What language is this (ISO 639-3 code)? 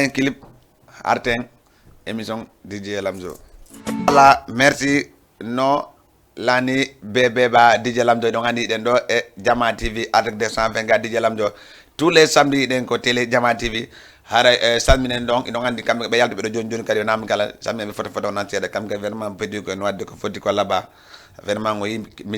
ful